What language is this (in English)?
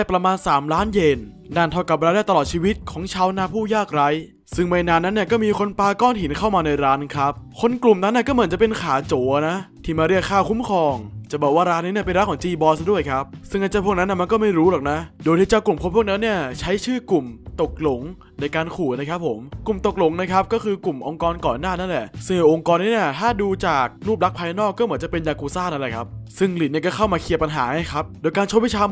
Thai